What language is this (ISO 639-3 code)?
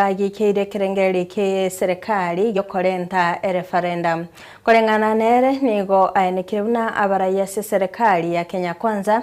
guz